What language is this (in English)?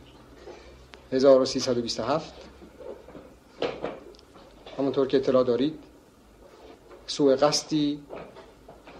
Persian